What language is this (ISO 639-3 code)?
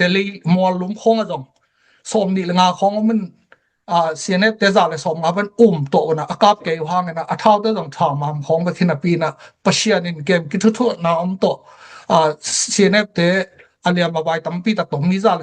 ctd